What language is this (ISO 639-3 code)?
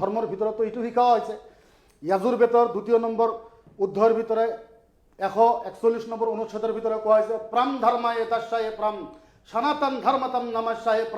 asm